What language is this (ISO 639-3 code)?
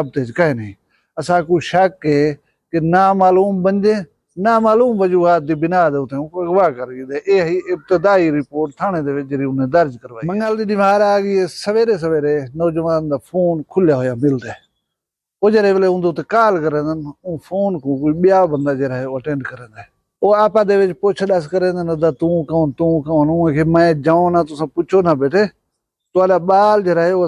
skr